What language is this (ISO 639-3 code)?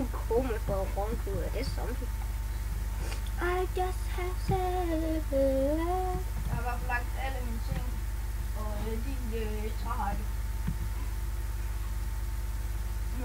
dan